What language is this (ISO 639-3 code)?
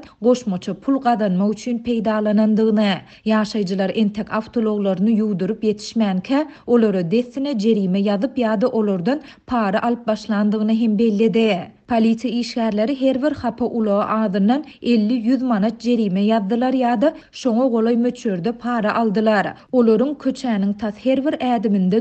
tuk